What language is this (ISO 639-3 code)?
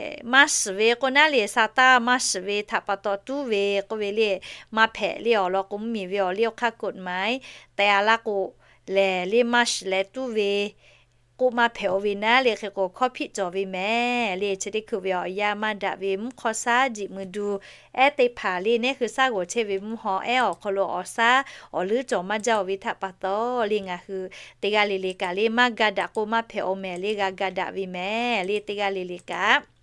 lhu